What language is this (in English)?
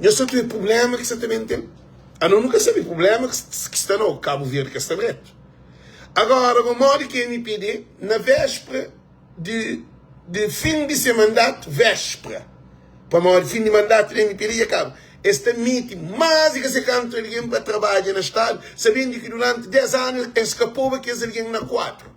Kabuverdianu